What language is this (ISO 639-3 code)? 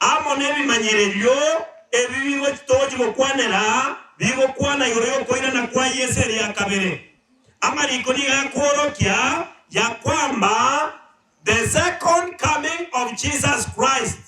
guz